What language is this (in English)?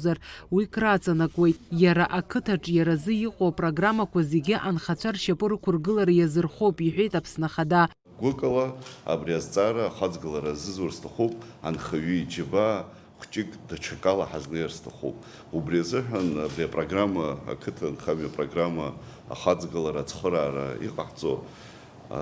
Abkhazian